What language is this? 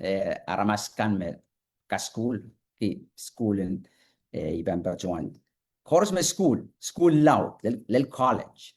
Pohnpeian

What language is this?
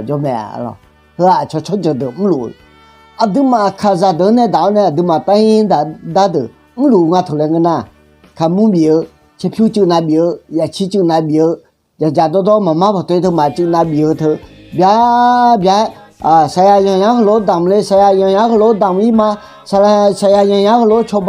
Akha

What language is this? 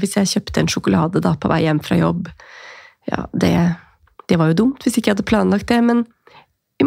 Norwegian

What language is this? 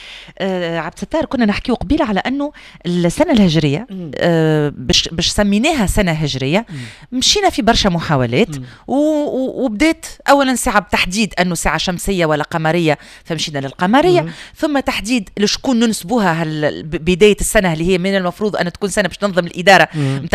Tunisian Arabic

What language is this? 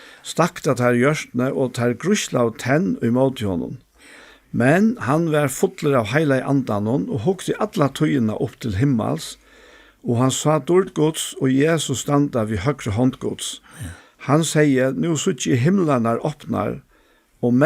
Faroese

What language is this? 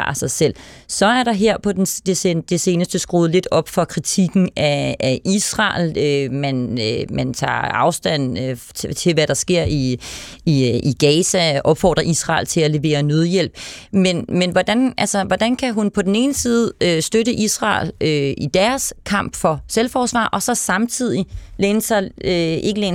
Danish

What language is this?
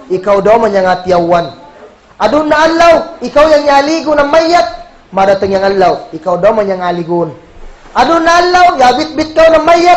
Kagan Kalagan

